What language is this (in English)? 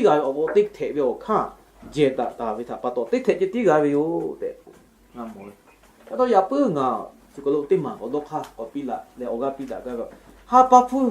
Lahu